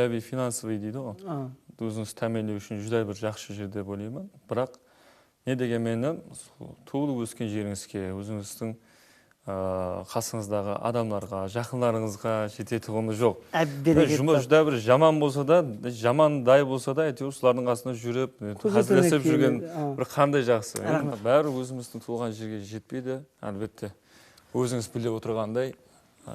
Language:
Kara-Kalpak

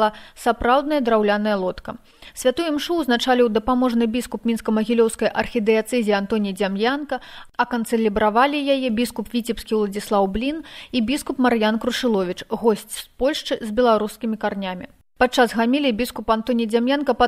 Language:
Belarusian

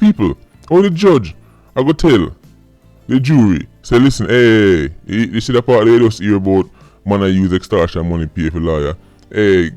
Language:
Jamaican Creole English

